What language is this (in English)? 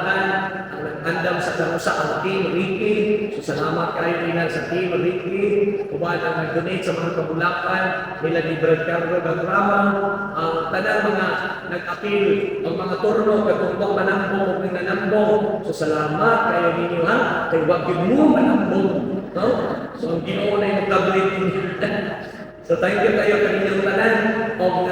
Cebuano